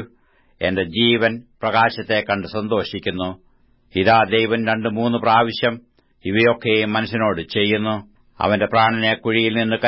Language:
Malayalam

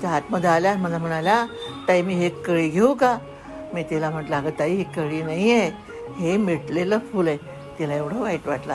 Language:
Marathi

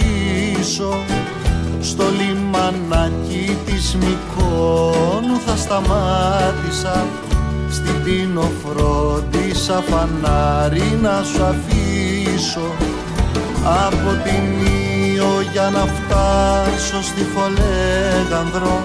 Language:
Greek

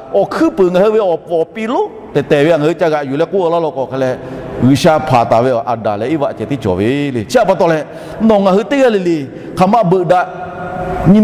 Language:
Lahu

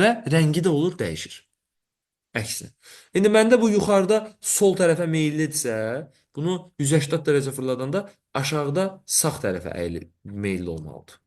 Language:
Azerbaijani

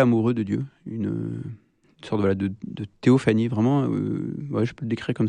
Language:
French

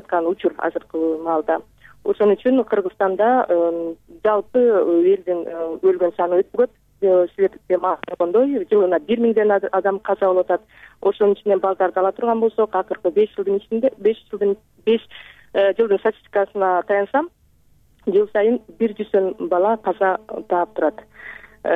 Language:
Kyrgyz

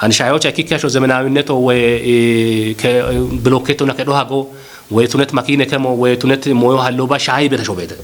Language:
Kafa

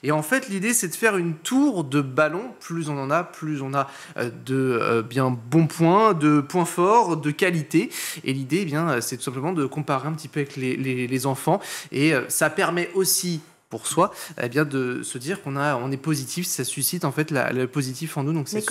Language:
French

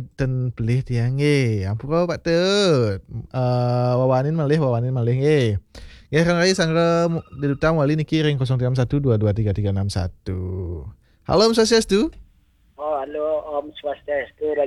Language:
Balinese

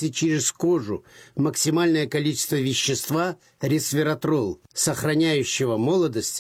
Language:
Russian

